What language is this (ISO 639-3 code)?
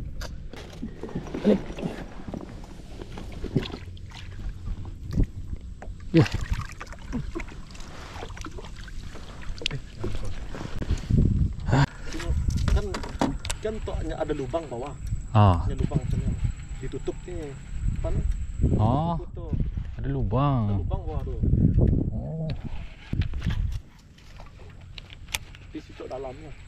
msa